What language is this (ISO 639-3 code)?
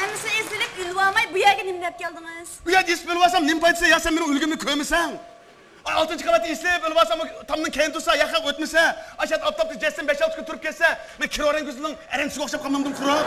uig